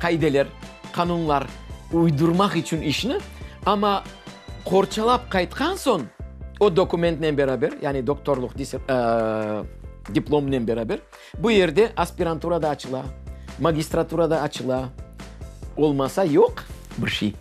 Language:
Crimean Tatar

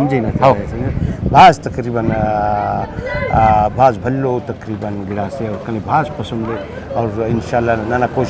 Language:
Brahui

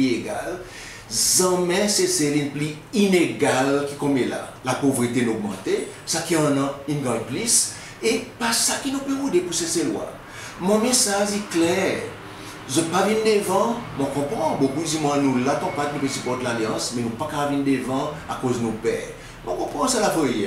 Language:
Seselwa Creole French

